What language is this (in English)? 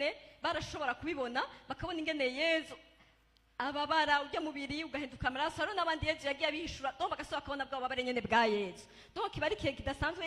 Rundi